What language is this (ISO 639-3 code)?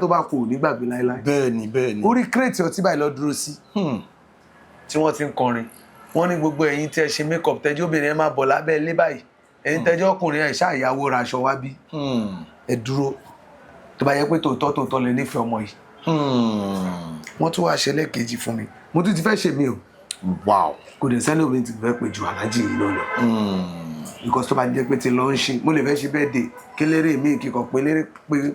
yor